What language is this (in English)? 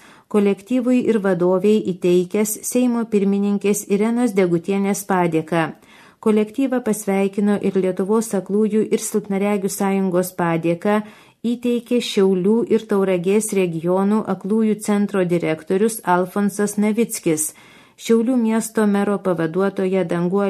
Lithuanian